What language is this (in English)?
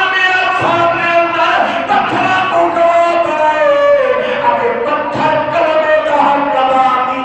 Saraiki